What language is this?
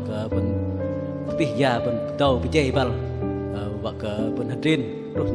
Bahnar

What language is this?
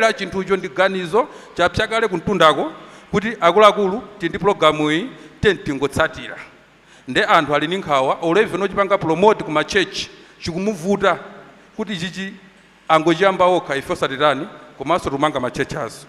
Nyanja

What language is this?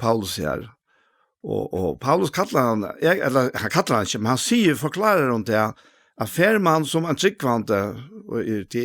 Faroese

